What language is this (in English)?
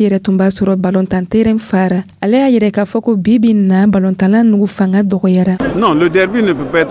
Dyula